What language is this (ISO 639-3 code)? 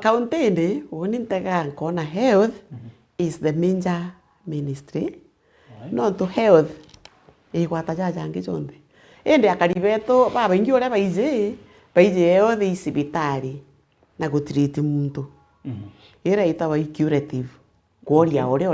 mer